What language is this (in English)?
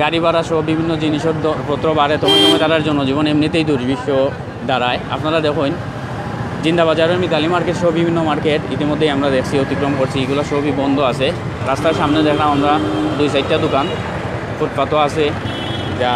Sylheti